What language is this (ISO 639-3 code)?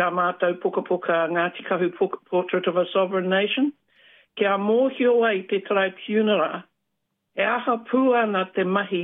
mri